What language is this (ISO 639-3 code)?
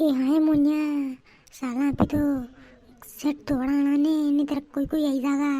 raj